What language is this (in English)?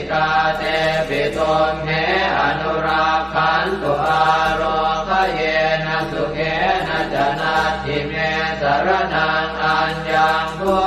Pali